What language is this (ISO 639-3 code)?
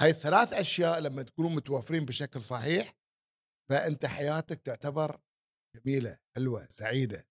afb